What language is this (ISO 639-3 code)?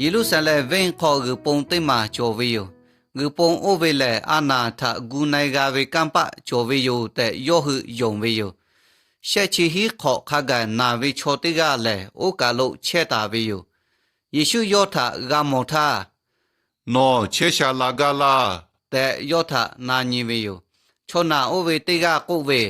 lhu